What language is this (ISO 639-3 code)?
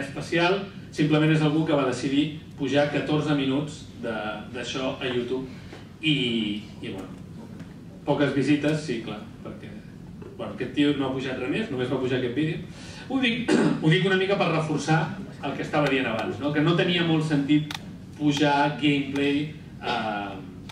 cat